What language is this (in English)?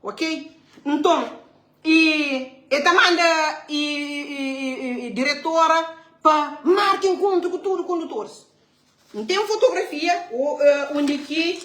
Kabuverdianu